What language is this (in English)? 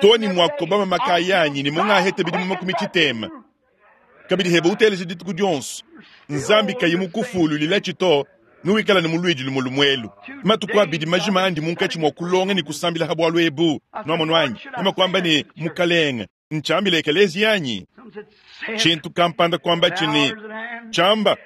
Luba-Lulua